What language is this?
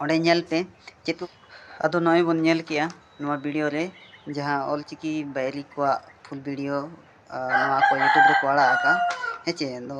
Santali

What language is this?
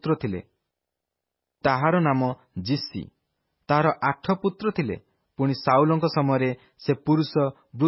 Odia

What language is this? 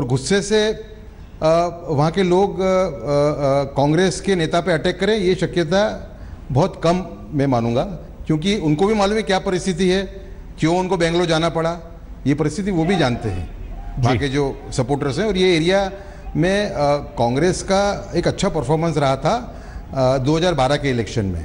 Hindi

